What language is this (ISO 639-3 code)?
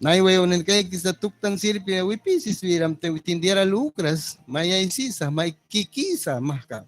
miq